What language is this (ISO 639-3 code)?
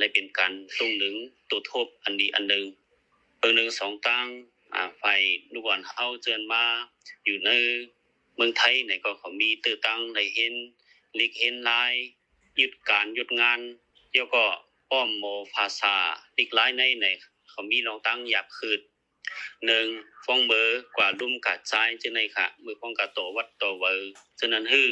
shn